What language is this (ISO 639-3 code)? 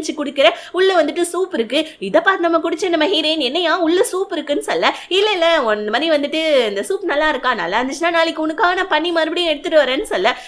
tam